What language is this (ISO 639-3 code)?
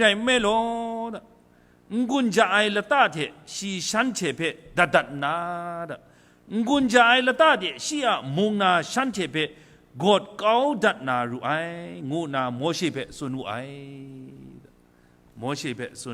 kac